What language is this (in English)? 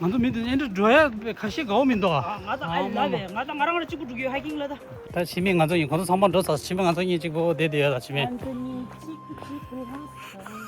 Tibetan